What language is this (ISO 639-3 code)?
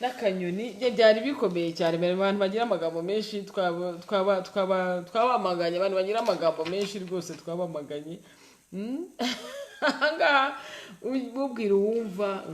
kin